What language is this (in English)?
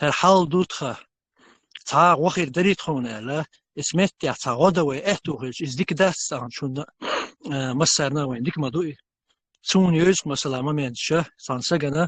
Chechen